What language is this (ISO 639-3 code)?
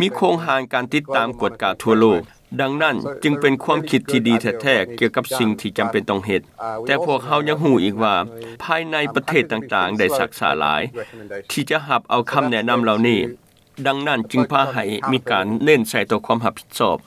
lao